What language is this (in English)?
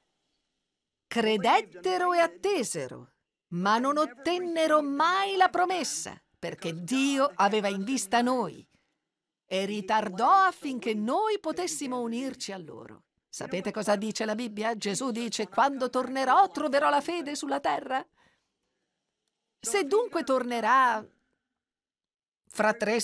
Italian